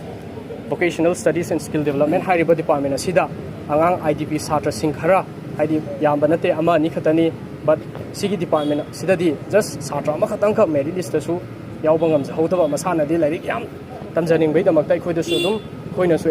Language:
Manipuri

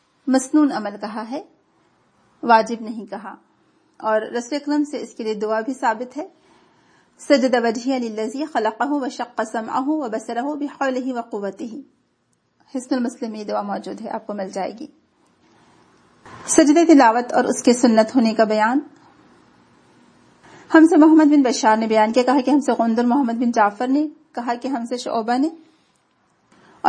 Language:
Urdu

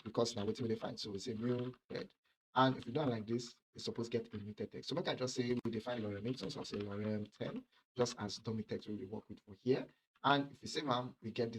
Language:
Nigerian Pidgin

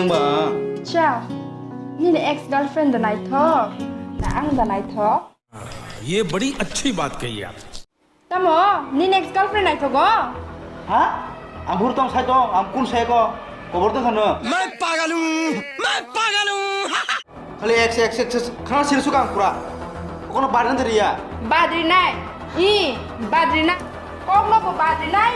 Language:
Kok Borok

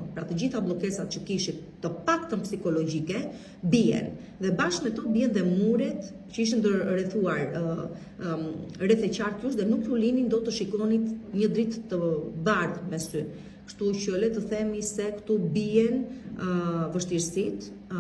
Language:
Albanian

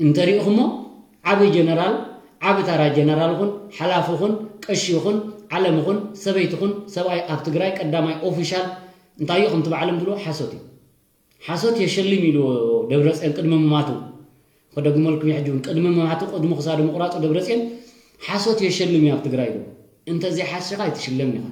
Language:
Tigrinya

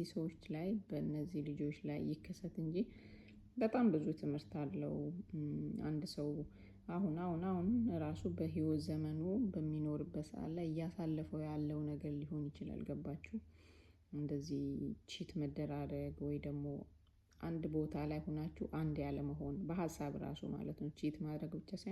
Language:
Amharic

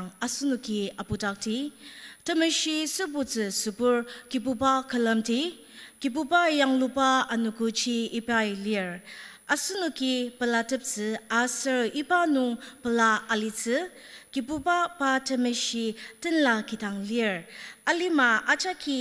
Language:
Ao Naga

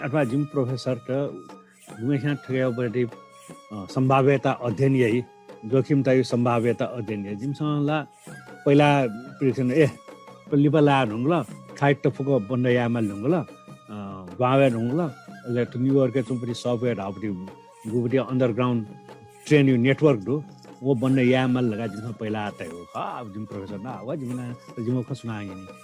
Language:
Newari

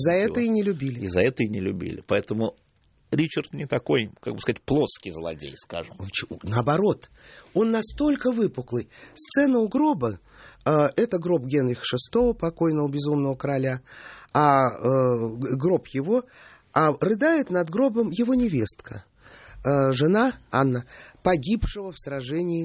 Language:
Russian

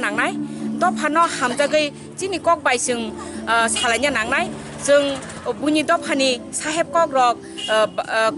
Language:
Kok Borok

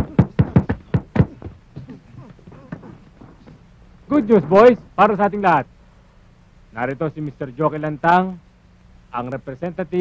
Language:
Filipino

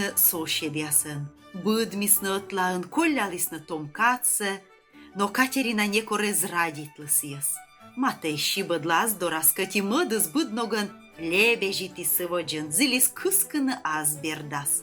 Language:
Komi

